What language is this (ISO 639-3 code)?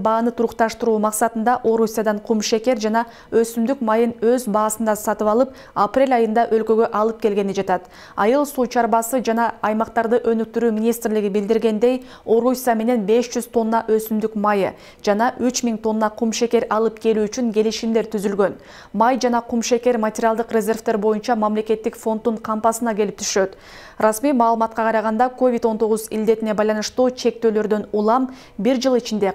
kir